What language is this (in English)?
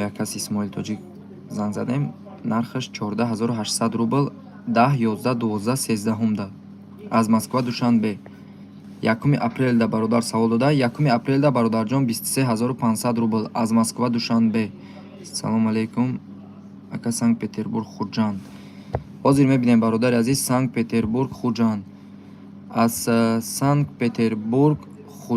Tajik